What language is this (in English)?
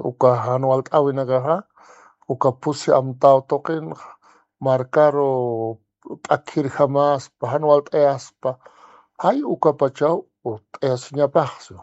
Aymara